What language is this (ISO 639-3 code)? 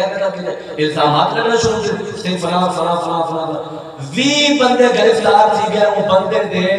skr